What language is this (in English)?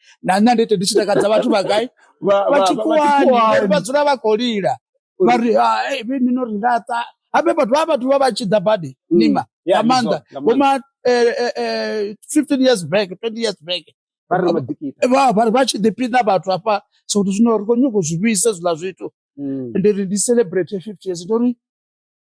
Venda